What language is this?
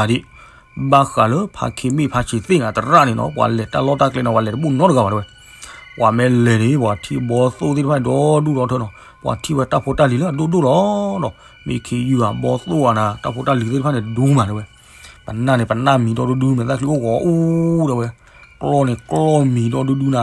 S'gaw Karen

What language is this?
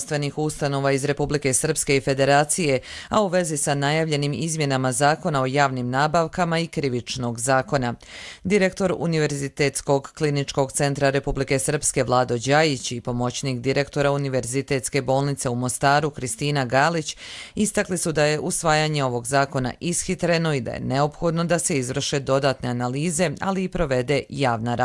Croatian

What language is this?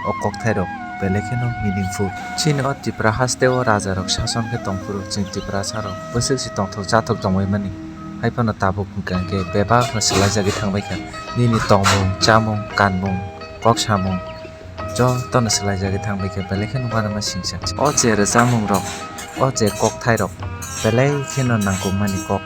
Kok Borok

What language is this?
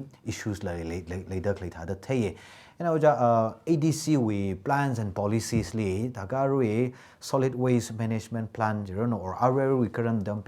Tangkhul Naga (India)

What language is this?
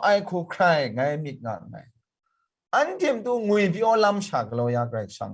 Kachin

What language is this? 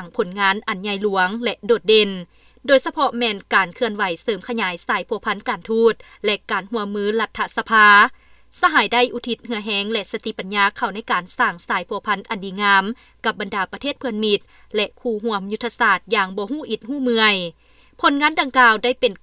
Lao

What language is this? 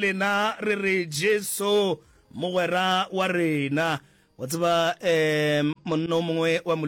Northern Sotho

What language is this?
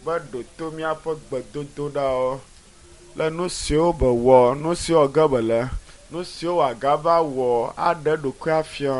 Ewe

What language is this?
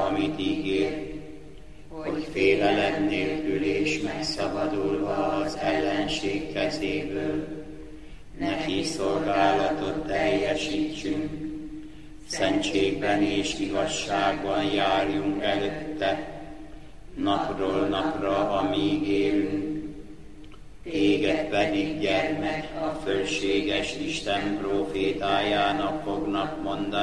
Hungarian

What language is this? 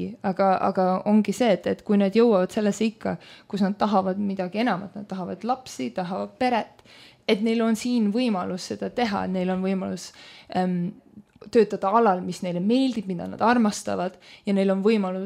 Estonian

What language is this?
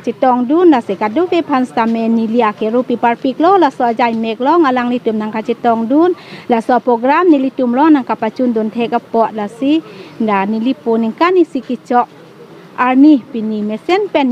Karbi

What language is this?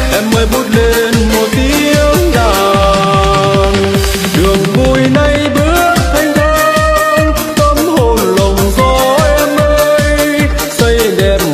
Vietnamese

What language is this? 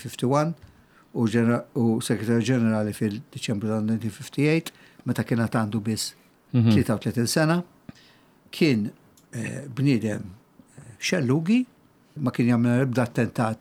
Maltese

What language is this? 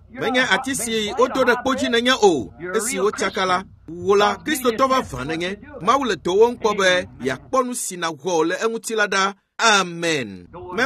Ewe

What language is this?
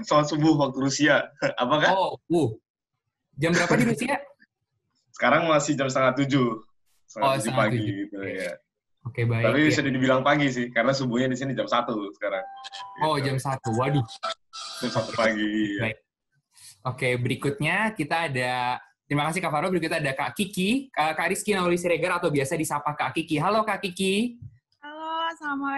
Indonesian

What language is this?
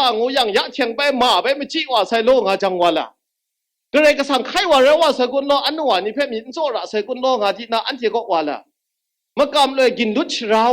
Kachin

